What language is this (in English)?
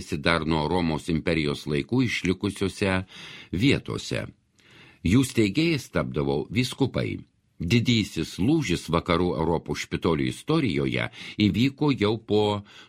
Lithuanian